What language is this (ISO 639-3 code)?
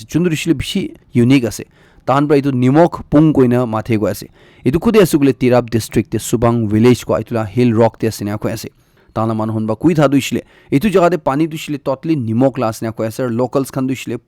nag